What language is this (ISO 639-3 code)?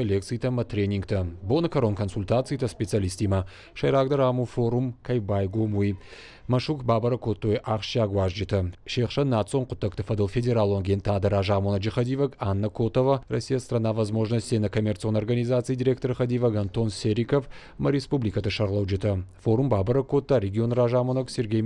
oss